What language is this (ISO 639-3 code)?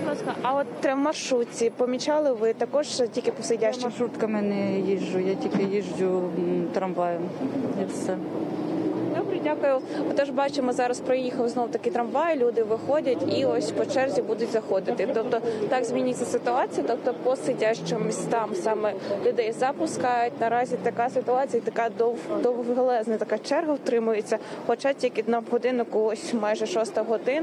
ukr